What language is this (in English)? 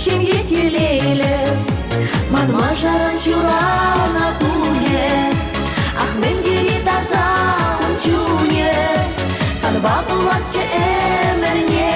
Chuvash